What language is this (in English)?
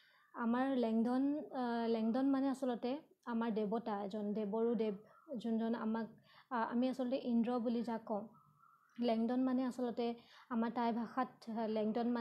Assamese